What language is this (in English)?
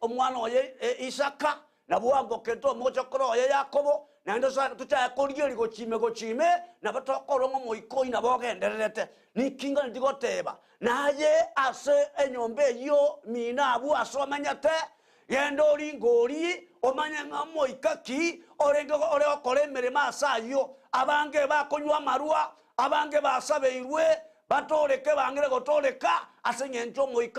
Gusii